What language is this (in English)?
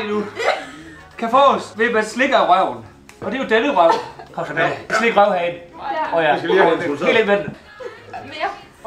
Danish